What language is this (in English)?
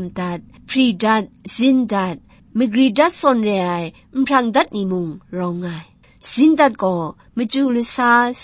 Kachin